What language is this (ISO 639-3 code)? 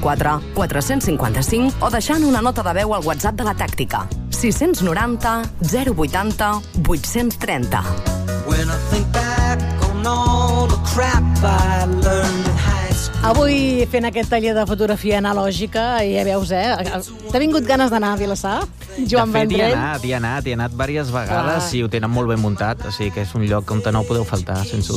cat